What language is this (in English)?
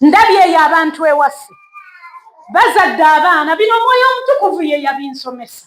Ganda